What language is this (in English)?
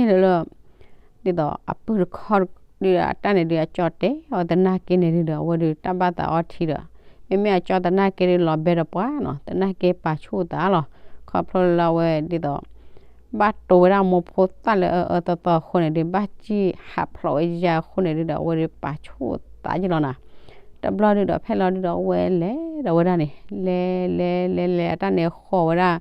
S'gaw Karen